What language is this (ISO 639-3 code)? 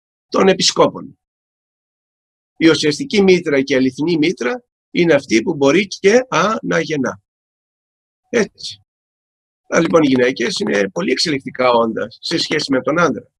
ell